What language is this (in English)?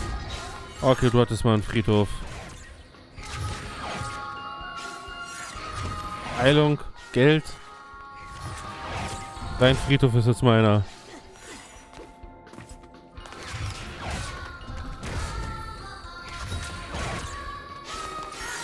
German